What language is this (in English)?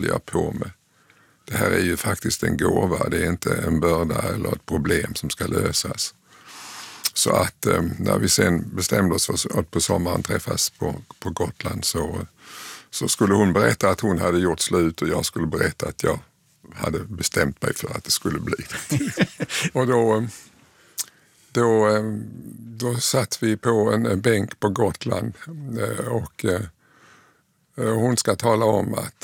Swedish